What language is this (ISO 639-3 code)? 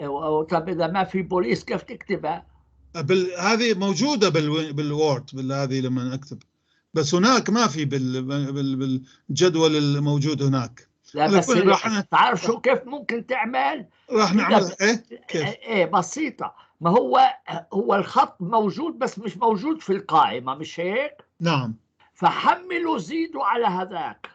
apc